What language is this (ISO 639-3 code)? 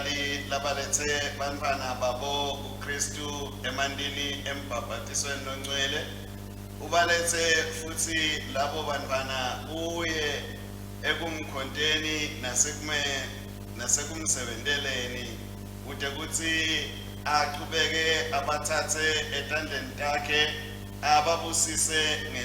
ssw